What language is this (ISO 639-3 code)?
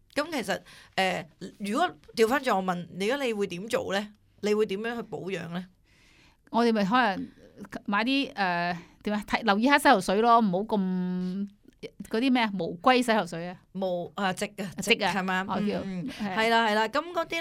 yue